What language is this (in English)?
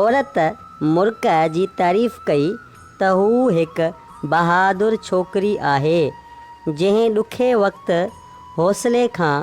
Sindhi